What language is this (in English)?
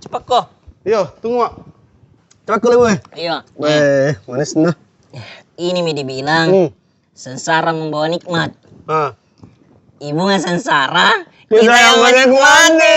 Makassar Malay